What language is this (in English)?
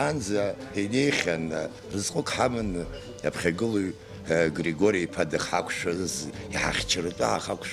Abkhazian